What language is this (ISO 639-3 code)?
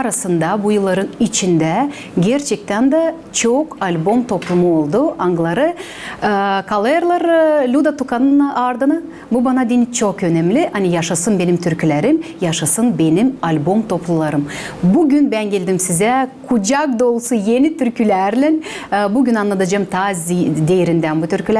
gag